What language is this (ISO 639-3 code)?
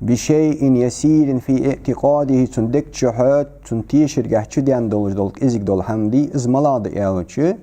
inh